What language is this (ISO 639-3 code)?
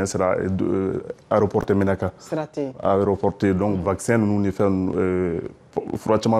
bam